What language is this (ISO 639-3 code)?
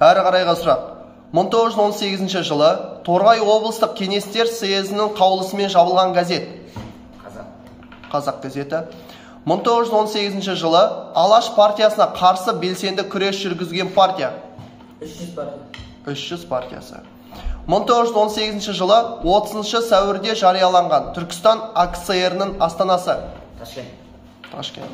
kaz